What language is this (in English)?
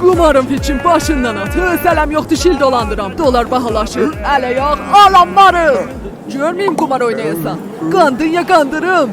South Azerbaijani